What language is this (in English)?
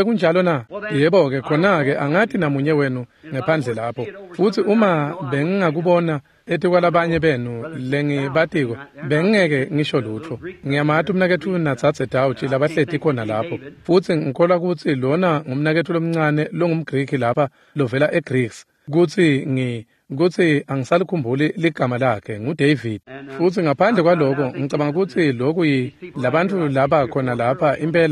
Swati